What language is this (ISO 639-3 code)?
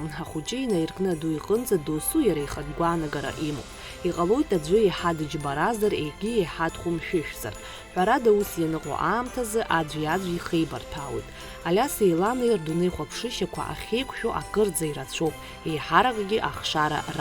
abk